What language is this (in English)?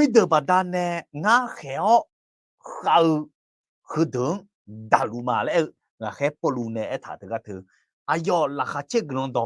Akha